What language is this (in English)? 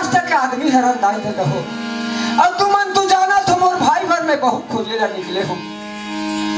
Chhattisgarhi